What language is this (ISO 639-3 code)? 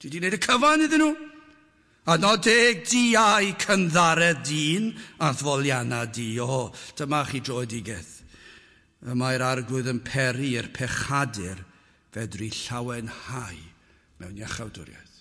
cym